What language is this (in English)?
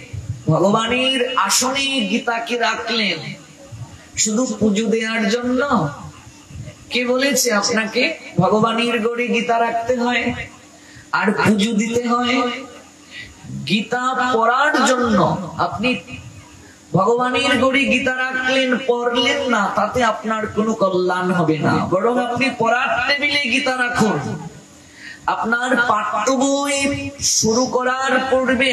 Bangla